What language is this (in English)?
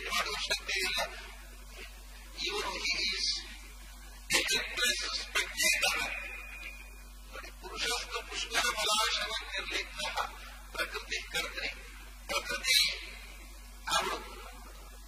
Kannada